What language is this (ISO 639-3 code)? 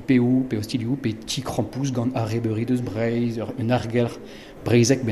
bre